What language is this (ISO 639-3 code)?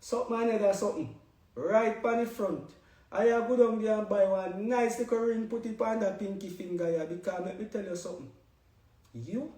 jam